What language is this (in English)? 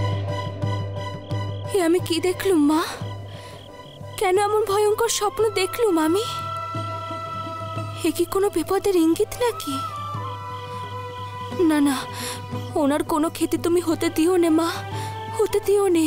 Bangla